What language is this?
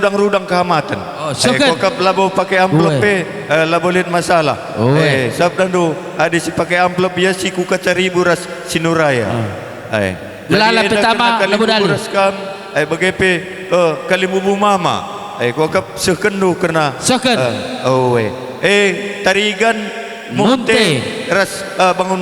Batak Karo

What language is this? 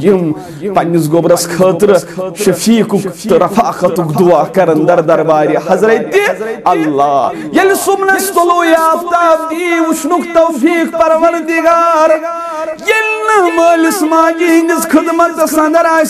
Kashmiri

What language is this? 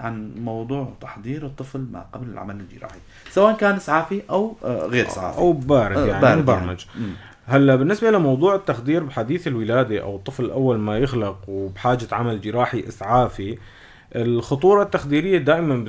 North Levantine Arabic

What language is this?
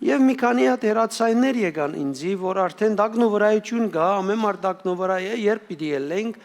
Western Armenian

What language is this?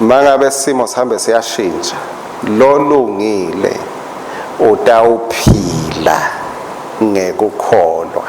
Swati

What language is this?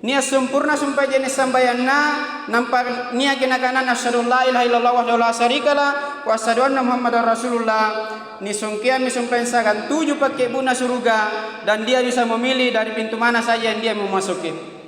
Makasar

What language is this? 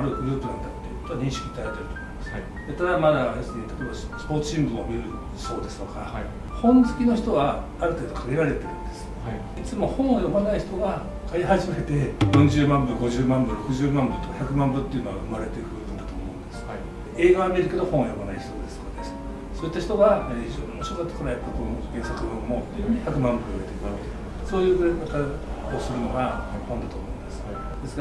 Japanese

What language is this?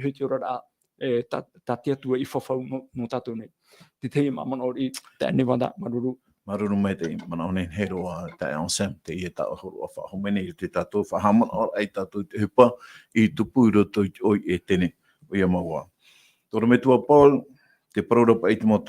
Tahitian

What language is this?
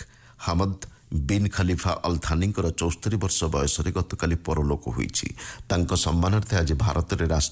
Odia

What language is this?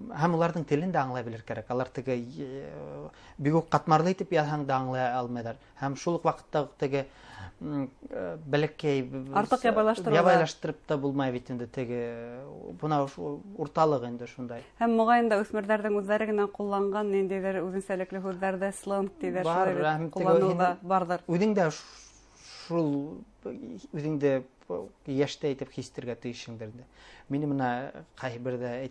Bashkir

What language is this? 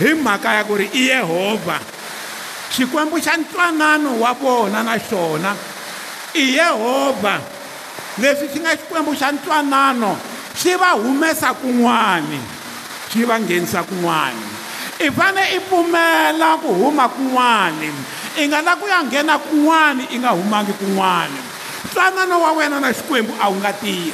Tsonga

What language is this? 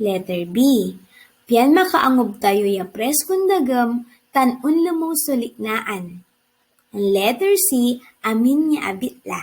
Pangasinan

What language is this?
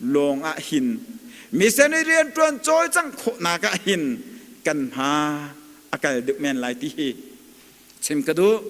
Hakha Chin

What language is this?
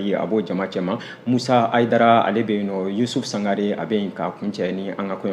Bambara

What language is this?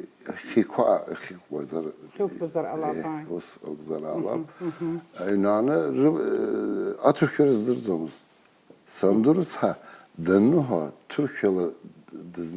Abkhazian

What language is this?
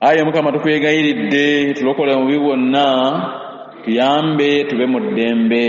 Ganda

